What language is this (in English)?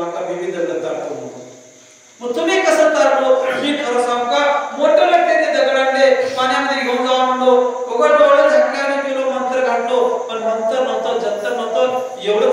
Marathi